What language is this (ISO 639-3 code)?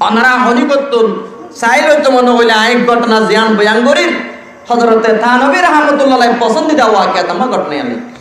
rhg